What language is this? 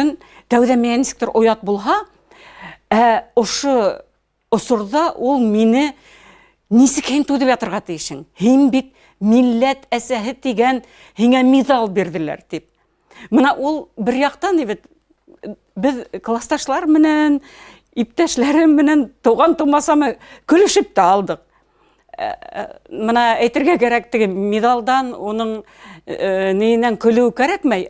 Bashkir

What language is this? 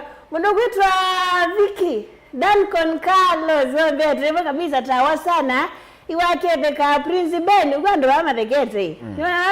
Kamba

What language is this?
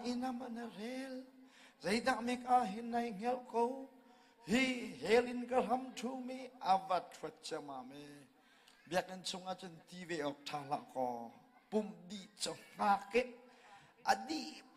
Hakha Chin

